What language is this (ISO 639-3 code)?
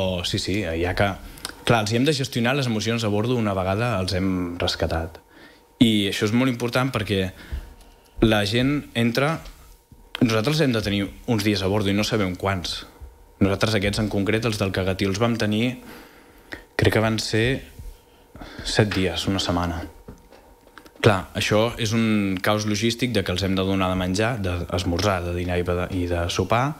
cat